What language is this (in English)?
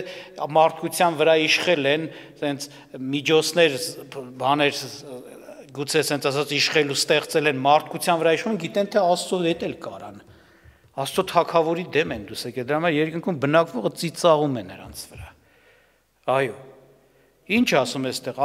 Armenian